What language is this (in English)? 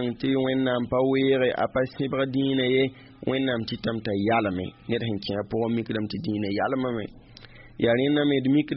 Mossi